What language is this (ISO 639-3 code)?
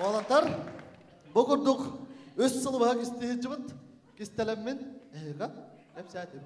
sah